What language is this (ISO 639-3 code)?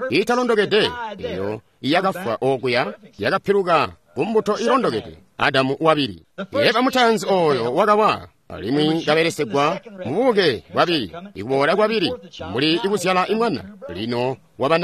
toi